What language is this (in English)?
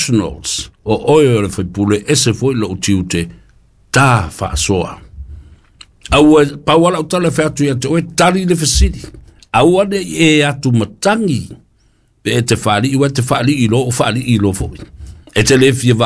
Samoan